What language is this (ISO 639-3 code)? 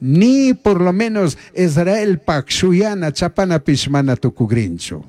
qug